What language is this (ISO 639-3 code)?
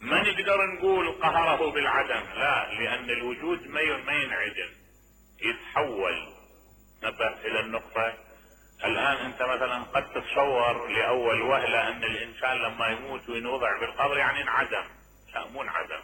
acm